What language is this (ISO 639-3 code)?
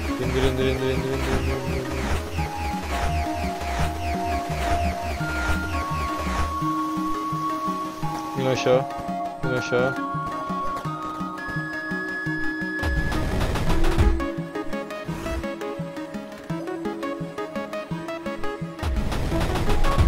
tur